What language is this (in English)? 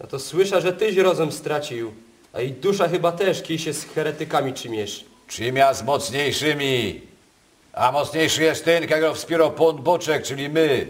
Silesian